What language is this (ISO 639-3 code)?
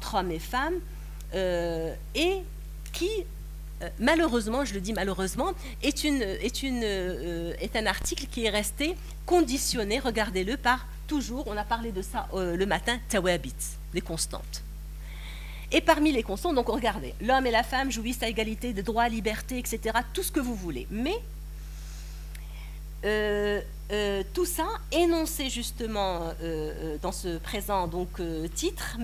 fra